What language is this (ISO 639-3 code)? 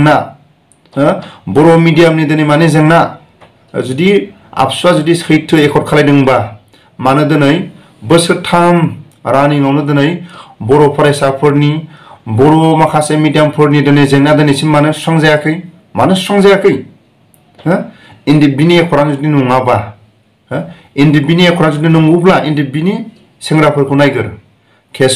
brx